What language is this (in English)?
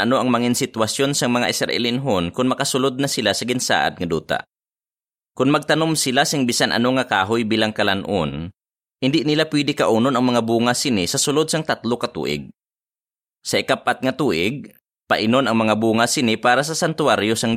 Hiligaynon